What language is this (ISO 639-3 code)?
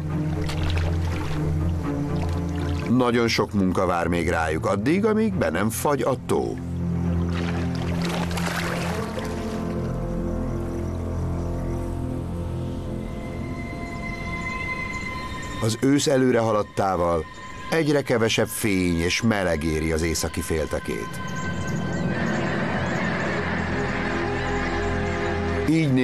hun